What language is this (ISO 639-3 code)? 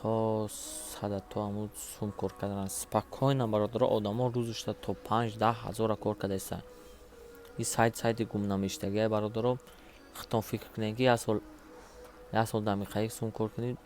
tgk